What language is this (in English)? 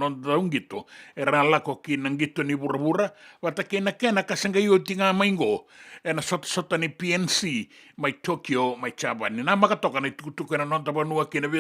Fijian